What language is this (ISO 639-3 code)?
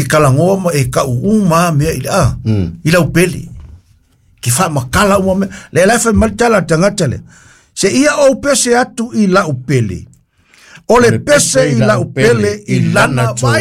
smo